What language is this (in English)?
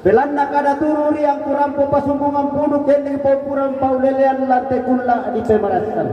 Toraja-Sa'dan